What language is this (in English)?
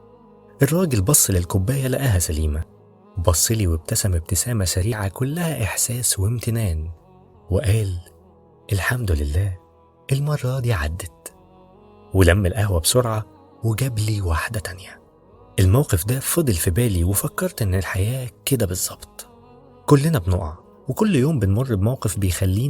Egyptian Arabic